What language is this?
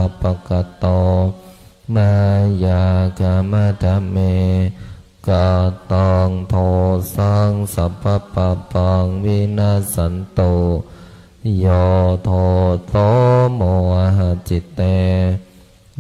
Pali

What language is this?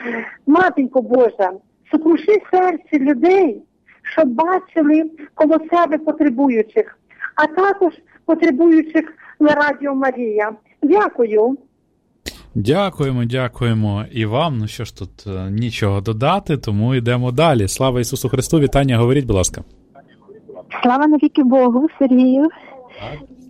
Ukrainian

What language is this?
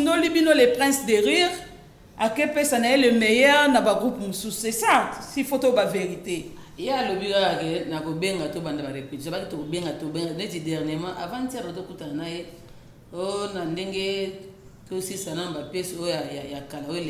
Lingala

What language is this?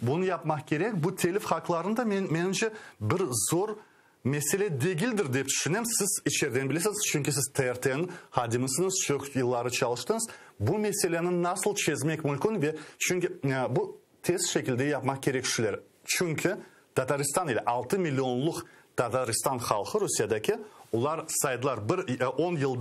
Crimean Tatar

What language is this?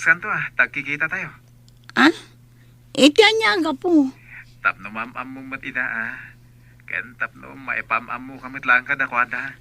Iloko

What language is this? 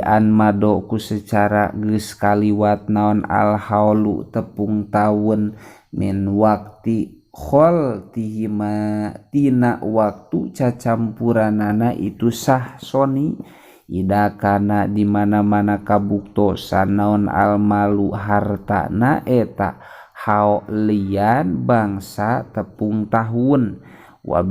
Sundanese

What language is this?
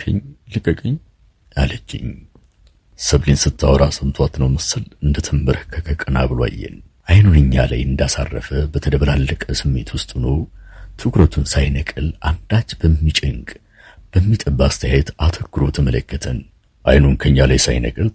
Amharic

